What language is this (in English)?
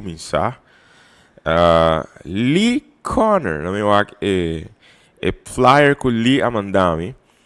Papiamento